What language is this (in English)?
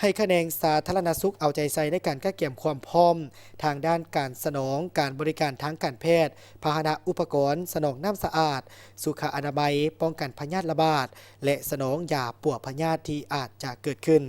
Lao